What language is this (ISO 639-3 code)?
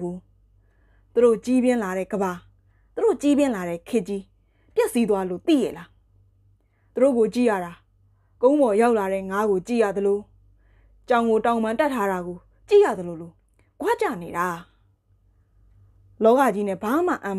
mya